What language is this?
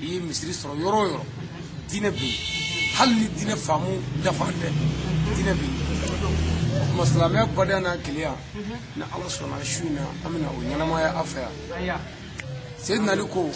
Bambara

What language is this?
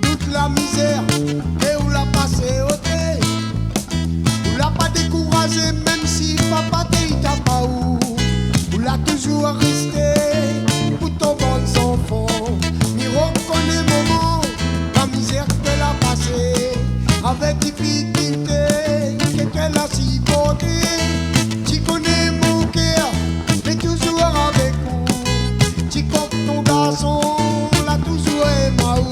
Réunion Creole French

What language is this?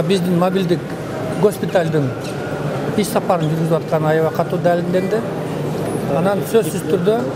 Kyrgyz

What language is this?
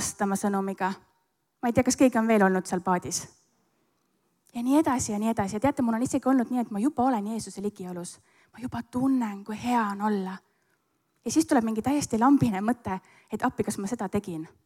Estonian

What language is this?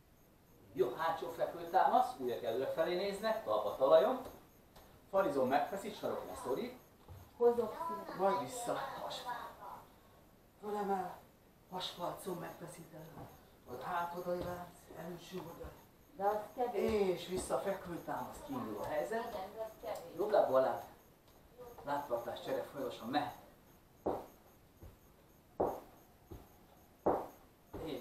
Hungarian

